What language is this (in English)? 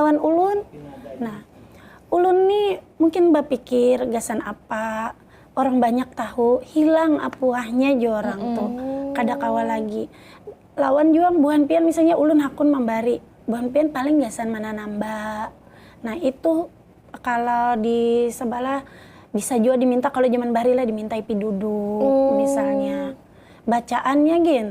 Banjar